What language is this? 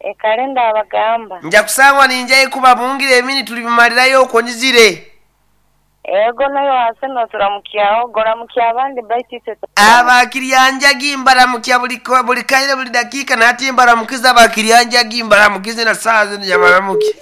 Nyankole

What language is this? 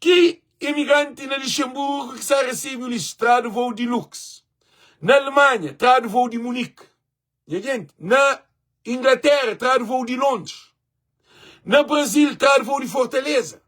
Kabuverdianu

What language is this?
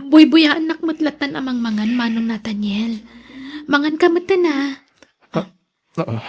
Iloko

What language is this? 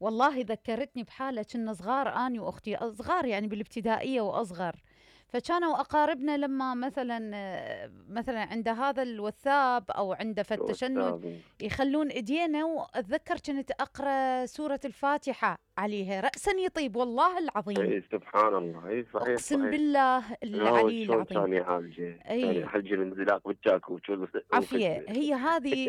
Mesopotamian Arabic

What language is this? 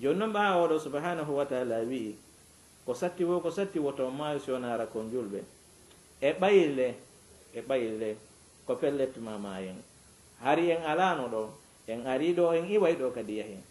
Fula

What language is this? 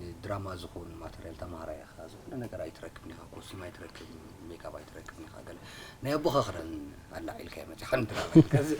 Tigrinya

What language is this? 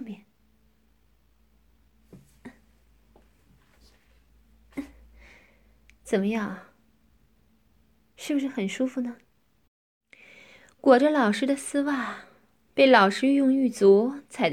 Chinese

